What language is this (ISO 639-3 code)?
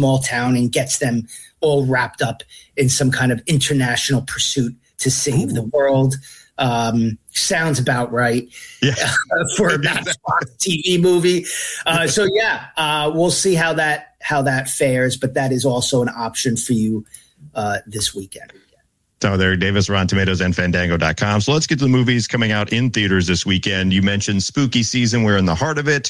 eng